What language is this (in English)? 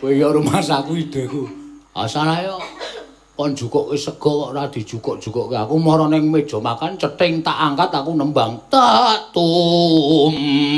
Javanese